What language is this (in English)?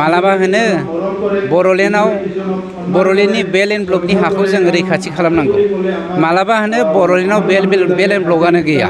Bodo